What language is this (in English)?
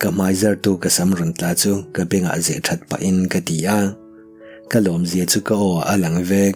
Mizo